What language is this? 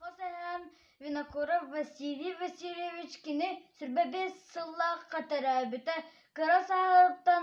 Yakut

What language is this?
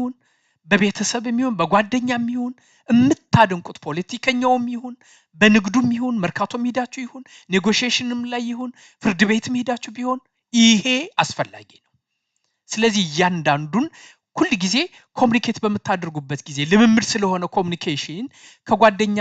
Amharic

